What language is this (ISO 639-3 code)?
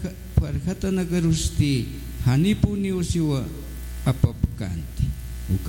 aym